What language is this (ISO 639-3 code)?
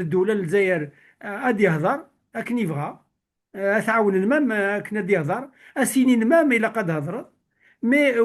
kab